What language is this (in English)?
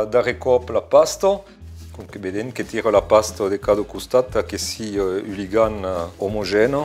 Occitan